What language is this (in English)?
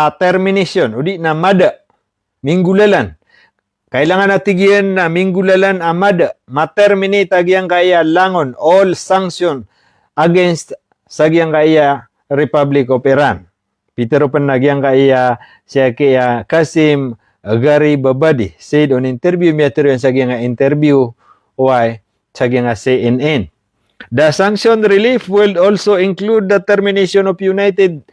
Maranao